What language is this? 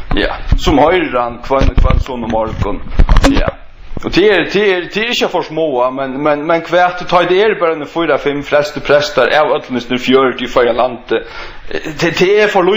Faroese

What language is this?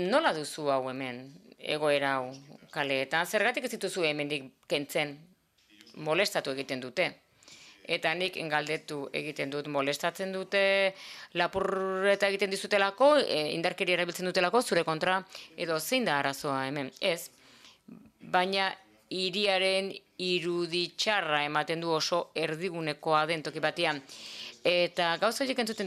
Basque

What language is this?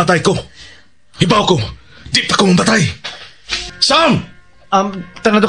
Cebuano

